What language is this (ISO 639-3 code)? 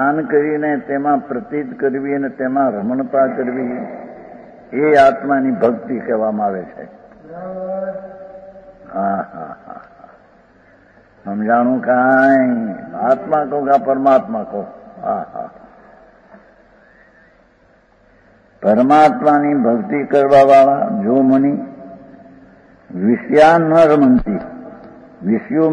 guj